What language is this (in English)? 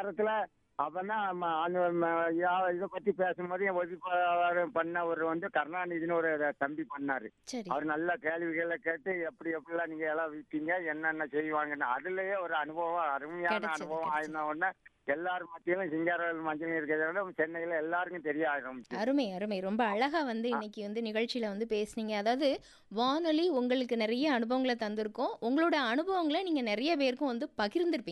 Tamil